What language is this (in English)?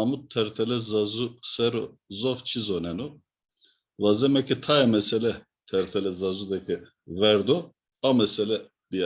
Zaza